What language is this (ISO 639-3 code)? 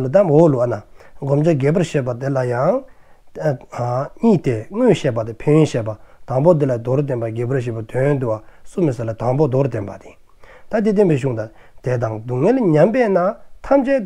dzo